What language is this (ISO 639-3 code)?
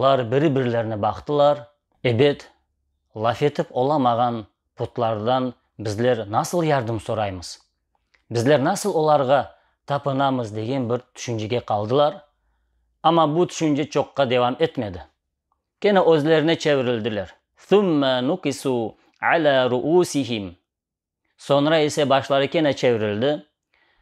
crh